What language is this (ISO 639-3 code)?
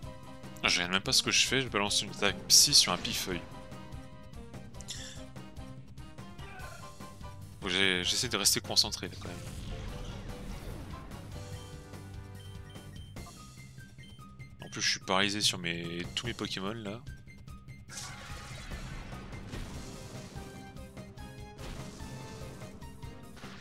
fra